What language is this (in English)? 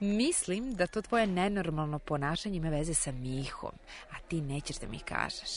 Serbian